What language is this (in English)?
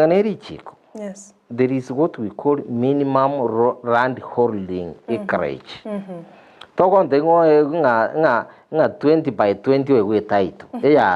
Gusii